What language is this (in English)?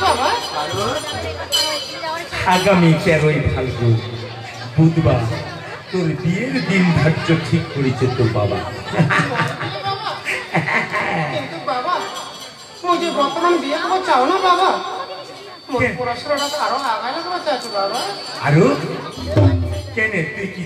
Rangpuri